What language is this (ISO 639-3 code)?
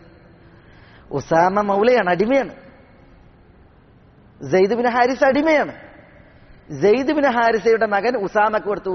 mal